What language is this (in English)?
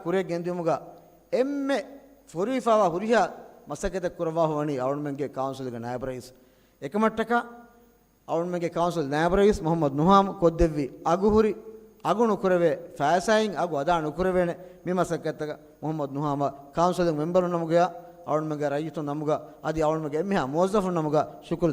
Divehi